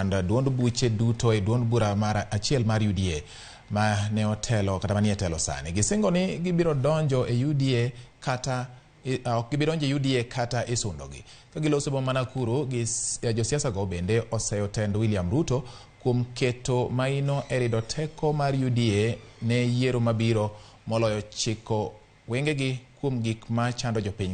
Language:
Luo (Kenya and Tanzania)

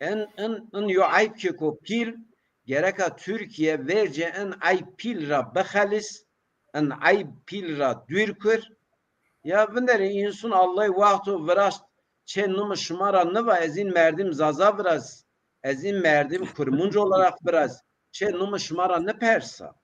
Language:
Zaza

